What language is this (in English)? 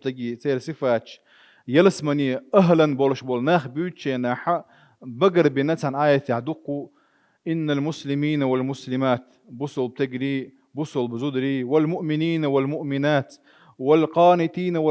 Chechen